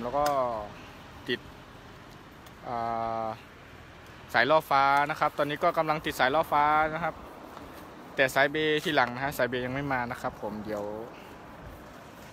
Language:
Thai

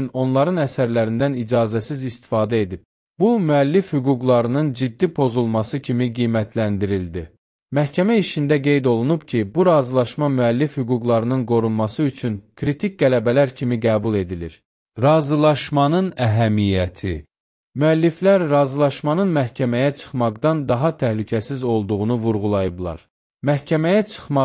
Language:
Azerbaijani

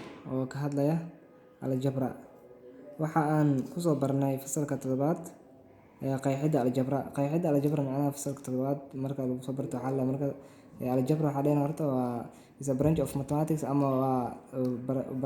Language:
Somali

